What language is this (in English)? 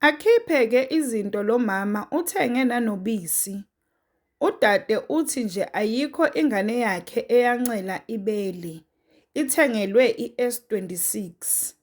Zulu